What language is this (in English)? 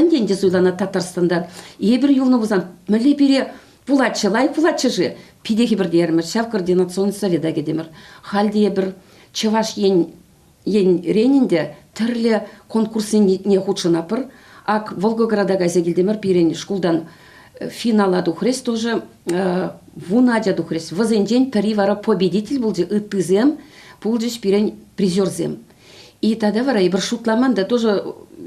Chuvash